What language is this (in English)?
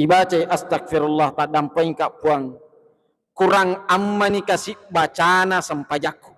Buginese